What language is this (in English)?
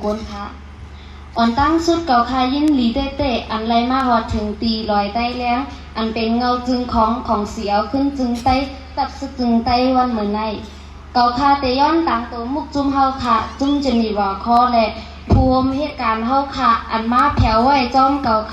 Shan